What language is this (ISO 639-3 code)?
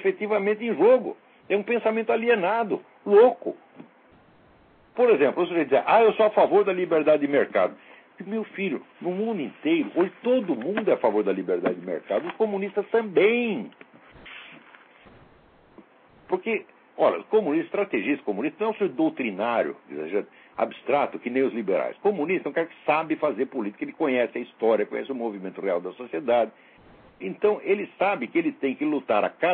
por